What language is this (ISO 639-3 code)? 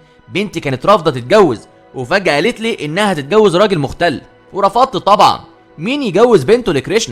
arz